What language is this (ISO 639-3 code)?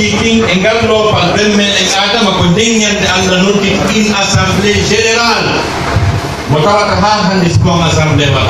fuf